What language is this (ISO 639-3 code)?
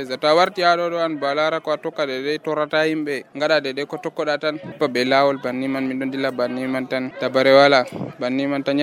fuv